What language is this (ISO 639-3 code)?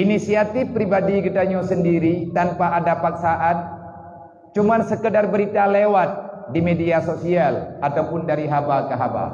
ace